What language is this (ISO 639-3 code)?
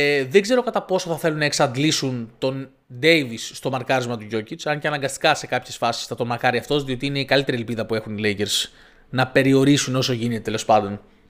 ell